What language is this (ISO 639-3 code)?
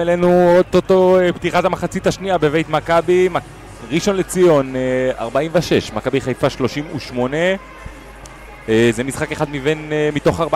heb